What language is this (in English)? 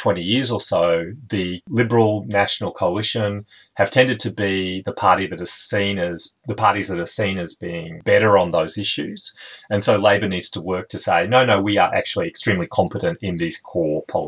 Kurdish